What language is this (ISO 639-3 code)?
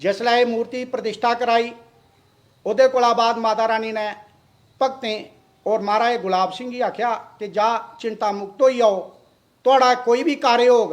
doi